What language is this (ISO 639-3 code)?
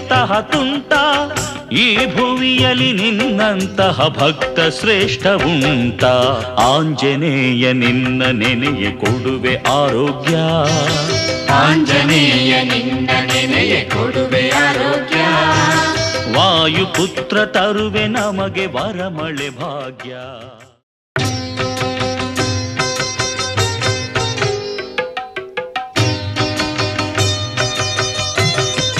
kan